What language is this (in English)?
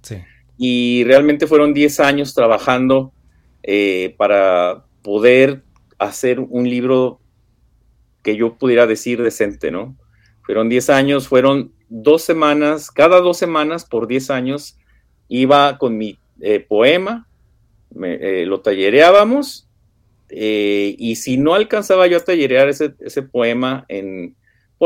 Spanish